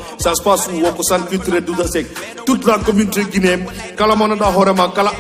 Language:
Fula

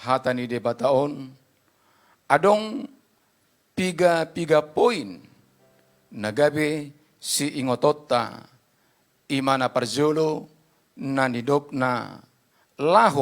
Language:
Batak Toba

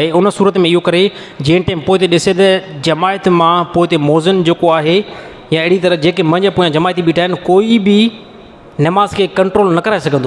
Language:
Sindhi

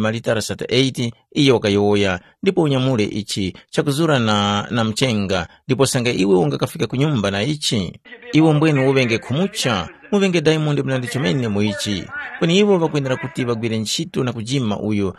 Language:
Tumbuka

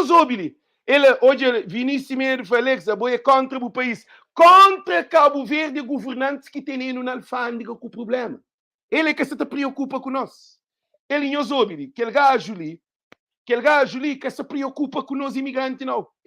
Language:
Kabuverdianu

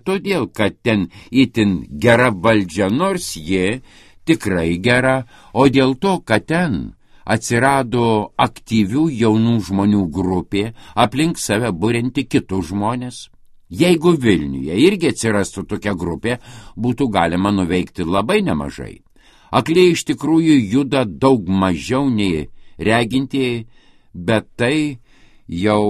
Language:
Lithuanian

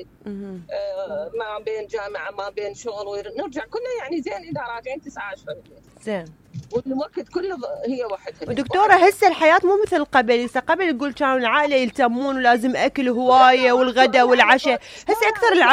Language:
Mesopotamian Arabic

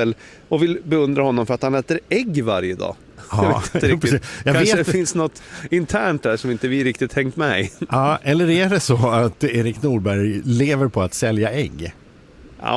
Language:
Swedish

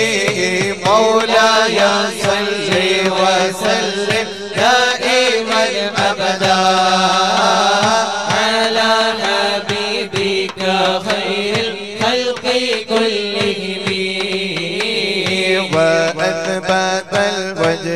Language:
Malayalam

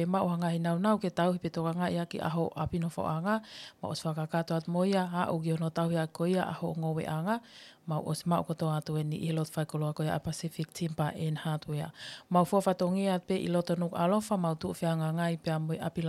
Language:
Tongan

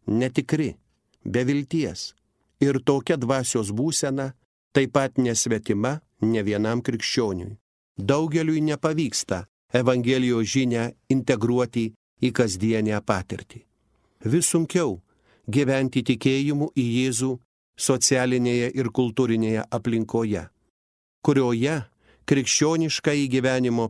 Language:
Lithuanian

